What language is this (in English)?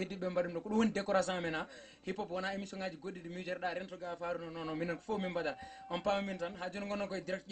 Fula